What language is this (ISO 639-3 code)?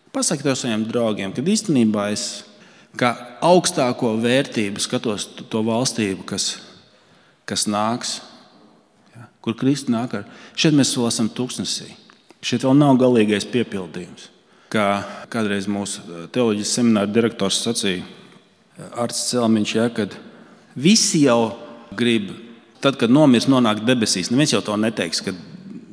lav